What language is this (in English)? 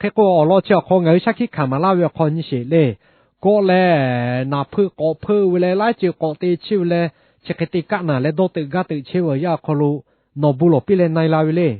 Lahu